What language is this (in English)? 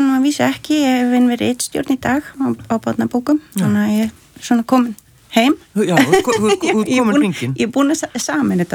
Icelandic